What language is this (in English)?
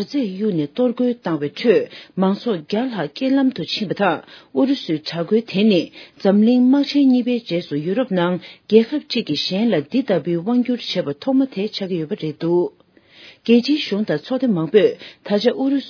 Tibetan